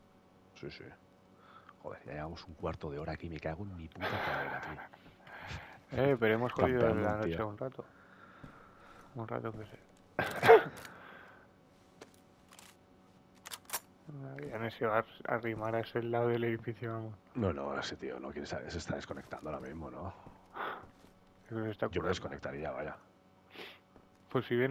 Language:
Spanish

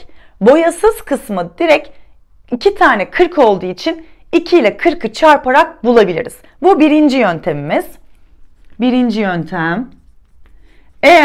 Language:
Turkish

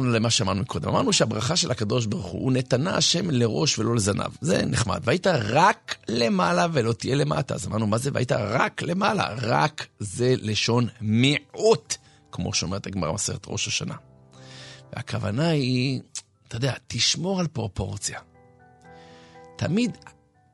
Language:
Hebrew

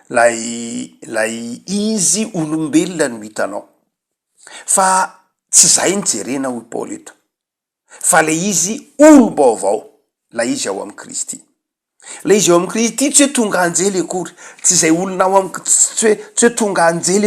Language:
Malagasy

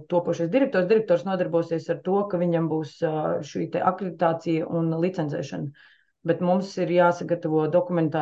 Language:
Latvian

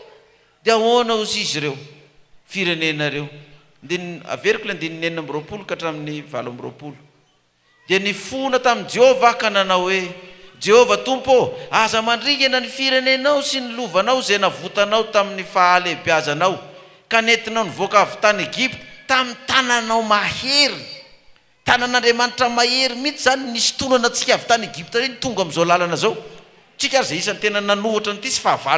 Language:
Malagasy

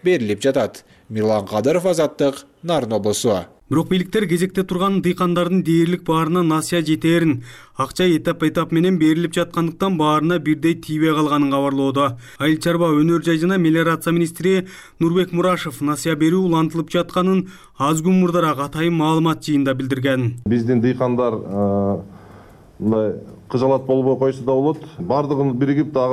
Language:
Kyrgyz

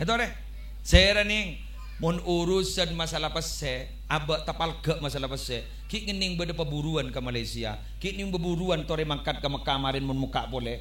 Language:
Madurese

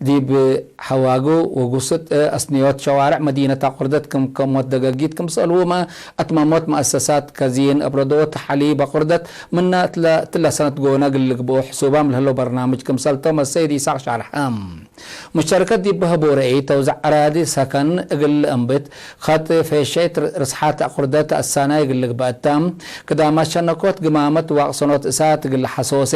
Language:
Tigre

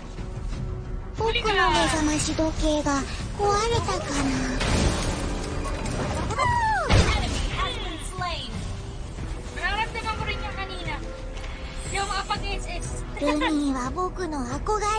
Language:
Filipino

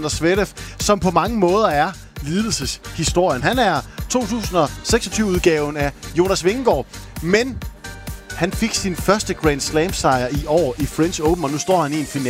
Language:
Danish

